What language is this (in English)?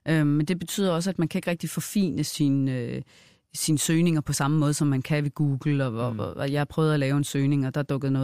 Danish